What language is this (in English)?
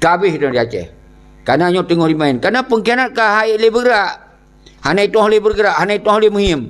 Achinese